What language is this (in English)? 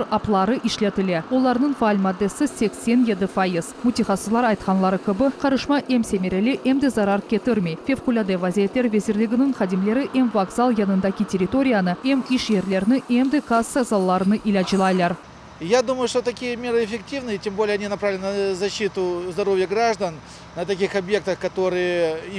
Crimean Tatar